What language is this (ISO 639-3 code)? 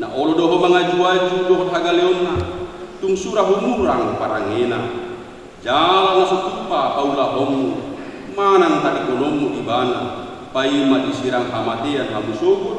bbc